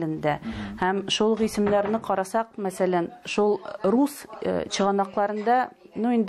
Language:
Tatar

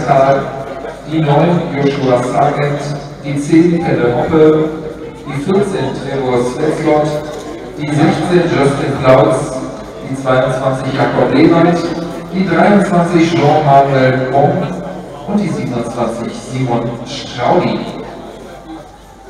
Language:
German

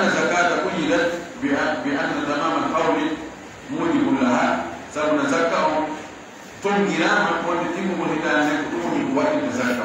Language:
Pular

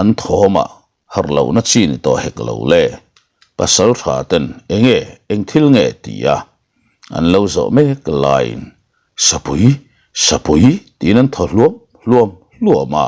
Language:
Mizo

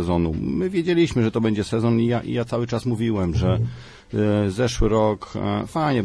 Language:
Polish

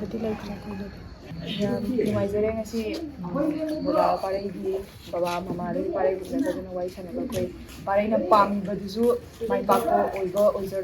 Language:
Manipuri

